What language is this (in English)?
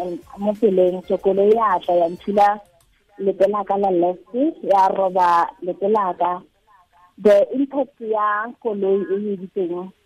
Tswana